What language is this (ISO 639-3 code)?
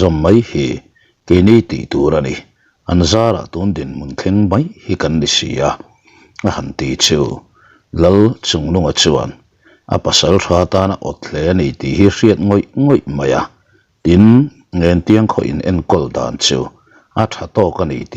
lus